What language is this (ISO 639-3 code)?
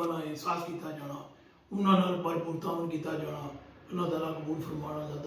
phr